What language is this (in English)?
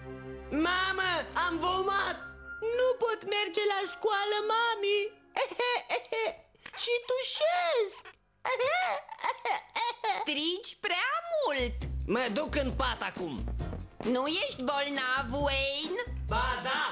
Romanian